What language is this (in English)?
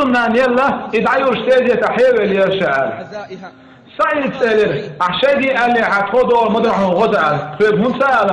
Chechen